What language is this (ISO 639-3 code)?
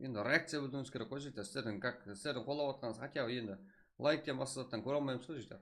kaa